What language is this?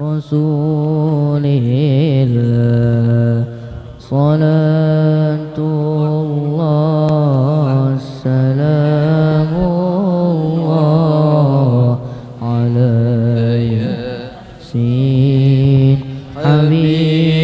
Banjar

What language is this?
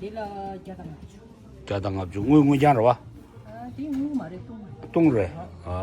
Tibetan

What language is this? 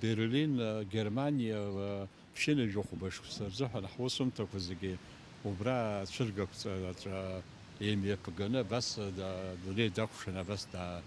Abkhazian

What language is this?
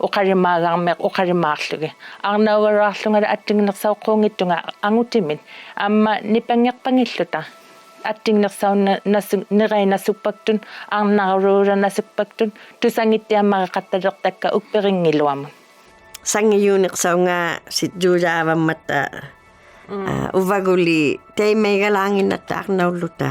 Inuktitut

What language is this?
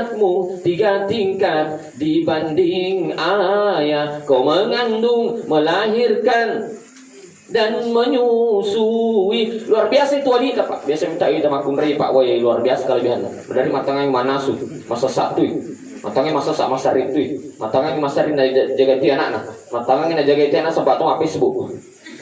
Buginese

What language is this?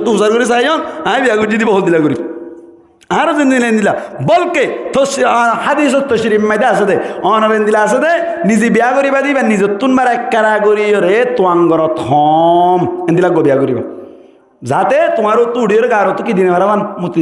Rohingya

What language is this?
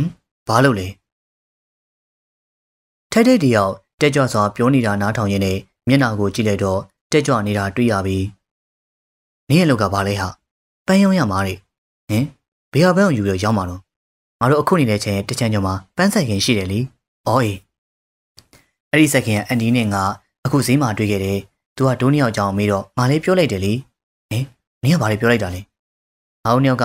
Burmese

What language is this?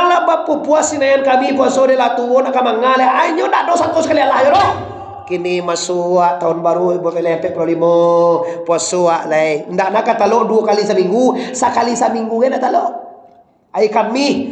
Minangkabau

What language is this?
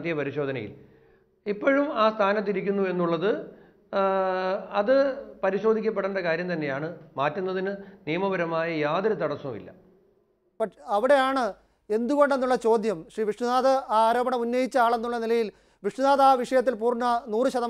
Malayalam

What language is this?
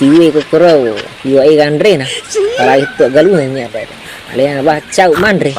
Buginese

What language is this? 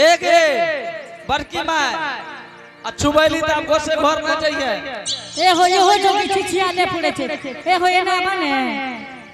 Angika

